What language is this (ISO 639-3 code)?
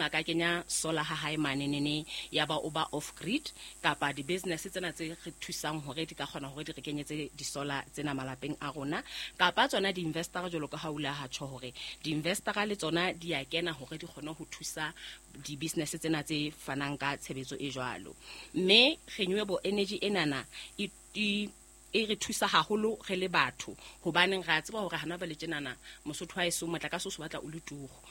sot